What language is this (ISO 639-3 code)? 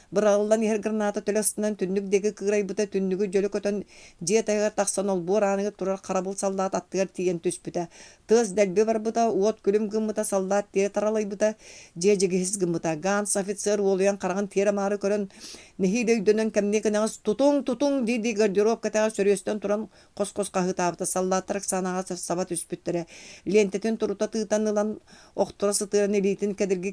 sah